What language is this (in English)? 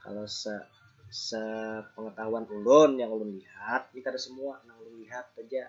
Banjar